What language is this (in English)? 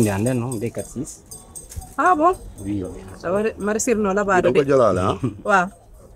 Pular